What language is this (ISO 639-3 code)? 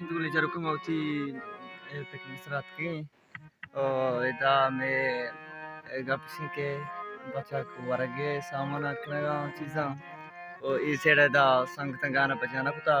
bal